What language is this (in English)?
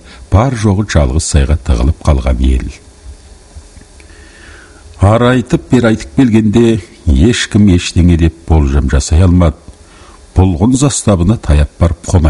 Kazakh